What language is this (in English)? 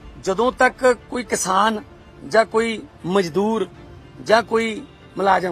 Punjabi